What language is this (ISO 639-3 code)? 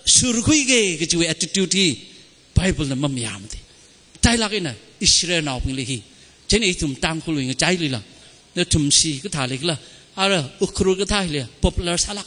nmf